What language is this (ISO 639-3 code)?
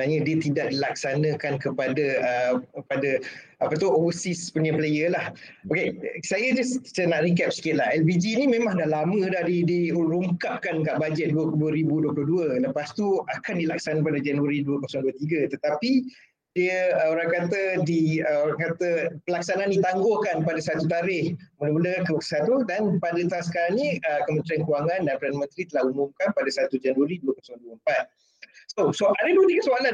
msa